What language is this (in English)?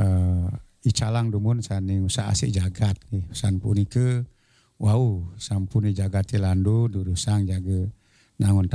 Balinese